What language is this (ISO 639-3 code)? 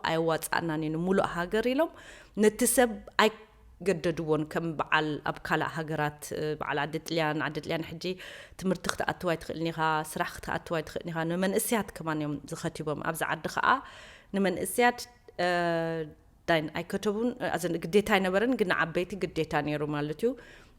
tir